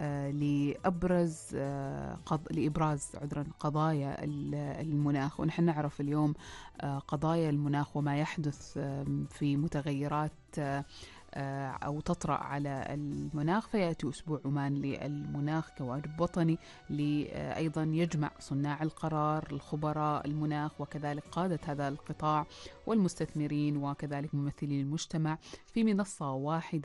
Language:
Arabic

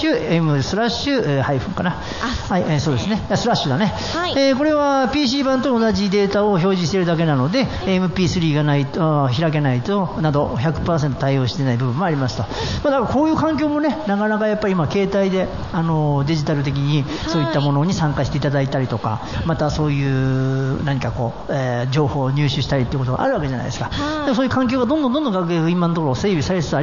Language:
Japanese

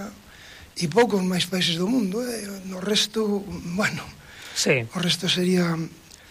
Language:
Galician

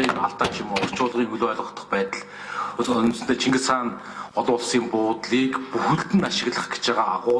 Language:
Mongolian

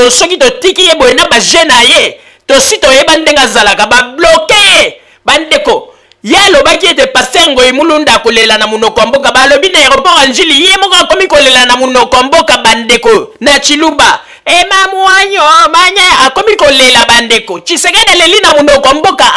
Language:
Lingala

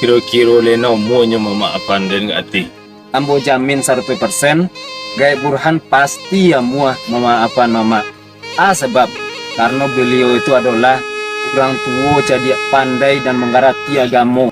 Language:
Minangkabau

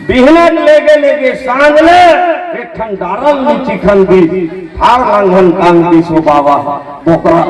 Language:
Chhattisgarhi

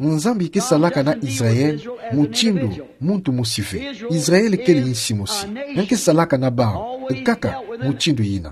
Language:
Kituba (Democratic Republic of Congo)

